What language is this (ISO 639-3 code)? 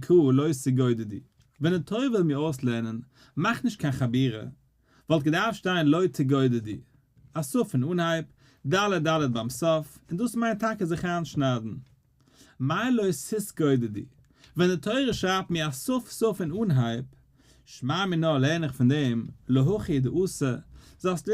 yid